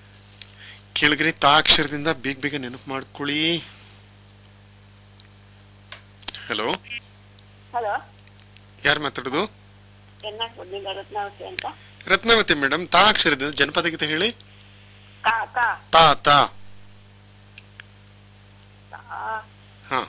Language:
Kannada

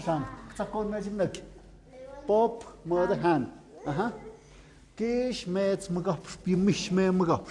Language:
Tlahuitoltepec Mixe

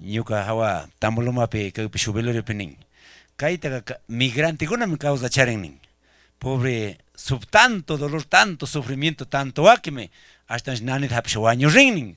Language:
Chimborazo Highland Quichua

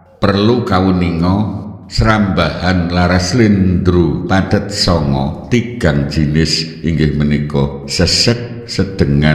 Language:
Javanese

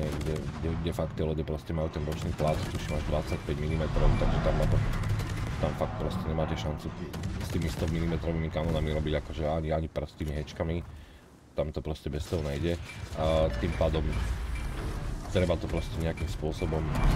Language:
Slovak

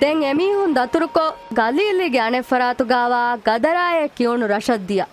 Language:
Divehi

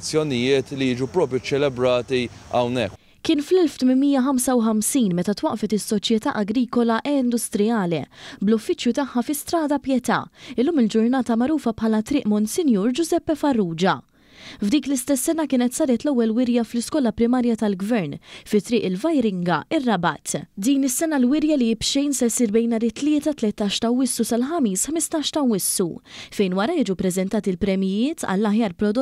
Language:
Maltese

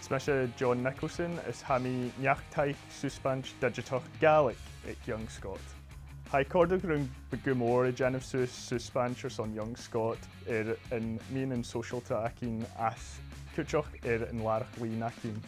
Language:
Scottish Gaelic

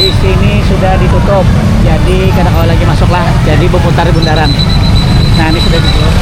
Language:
Banjar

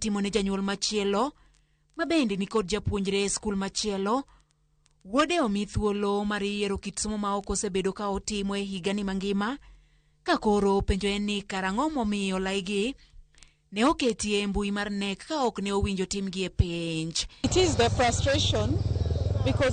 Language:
Luo (Kenya and Tanzania)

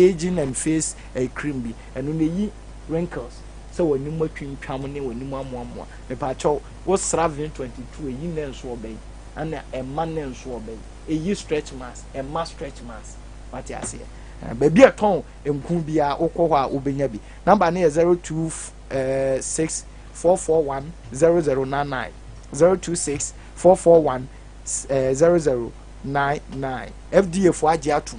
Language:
Akan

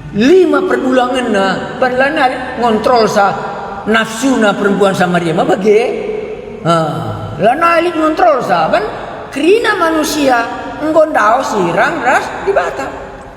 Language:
Batak Karo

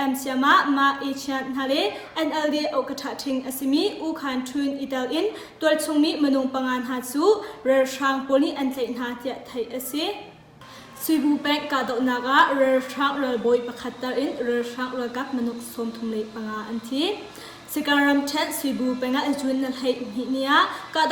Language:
Hakha Chin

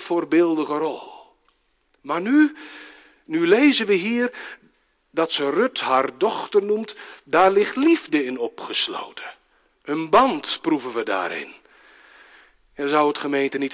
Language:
Dutch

